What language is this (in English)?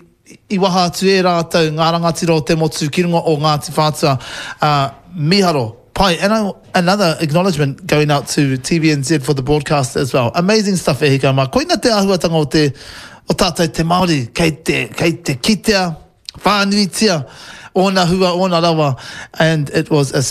Māori